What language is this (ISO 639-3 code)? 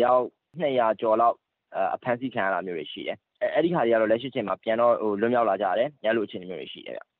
mya